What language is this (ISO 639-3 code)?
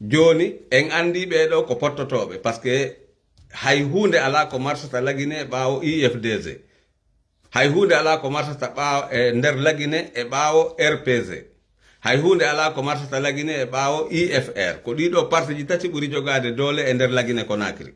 ful